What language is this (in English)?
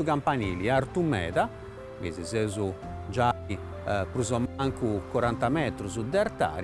Sardinian